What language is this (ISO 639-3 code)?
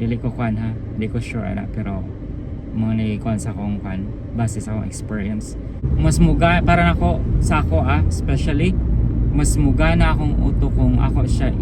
ceb